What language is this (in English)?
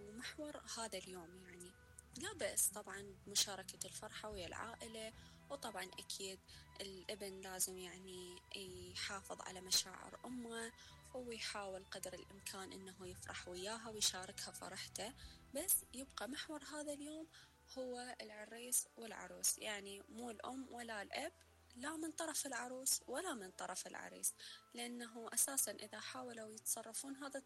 Mesopotamian Arabic